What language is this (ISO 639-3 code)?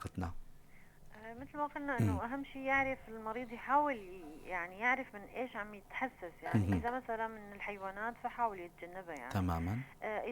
apc